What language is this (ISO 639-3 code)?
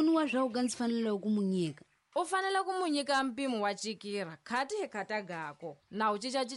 tso